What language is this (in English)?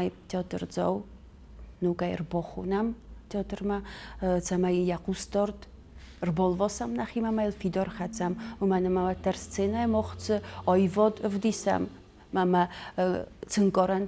Ossetic